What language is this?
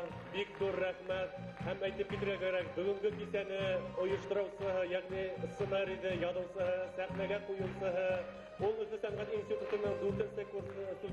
Bashkir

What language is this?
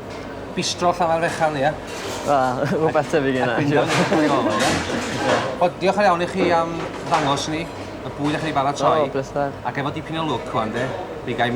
Welsh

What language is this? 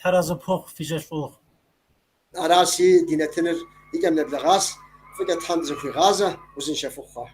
Kabardian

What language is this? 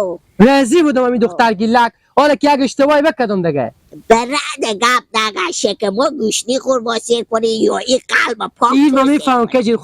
Hazaragi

